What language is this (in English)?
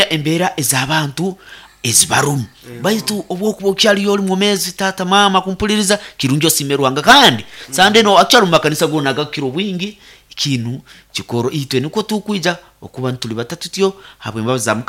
Nyoro